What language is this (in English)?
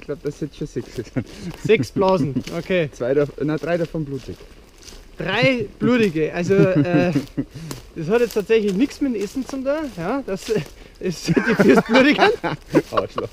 Bavarian